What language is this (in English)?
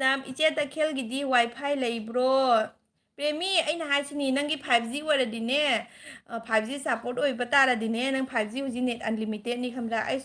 Manipuri